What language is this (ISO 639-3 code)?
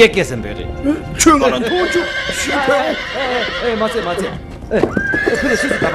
bod